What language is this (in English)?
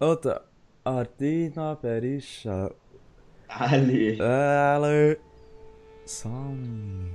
Swiss German